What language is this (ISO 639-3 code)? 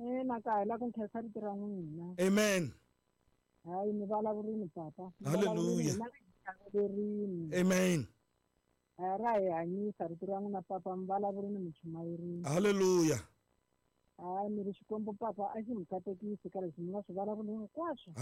tso